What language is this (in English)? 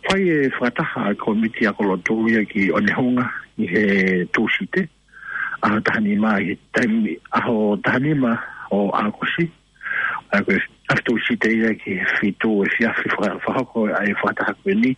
Tongan